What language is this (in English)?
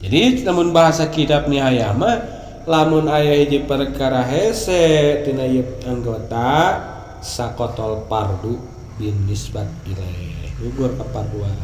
Sundanese